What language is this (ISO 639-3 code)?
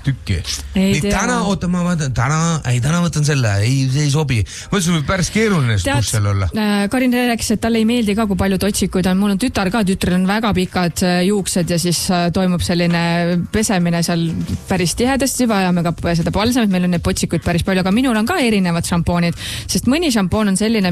est